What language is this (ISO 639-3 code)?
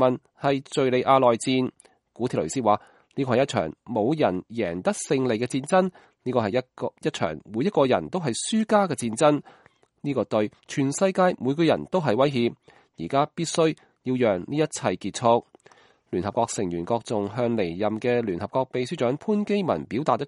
yue